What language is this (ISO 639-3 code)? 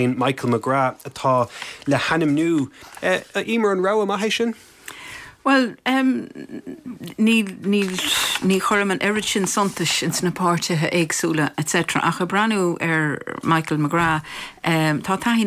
gle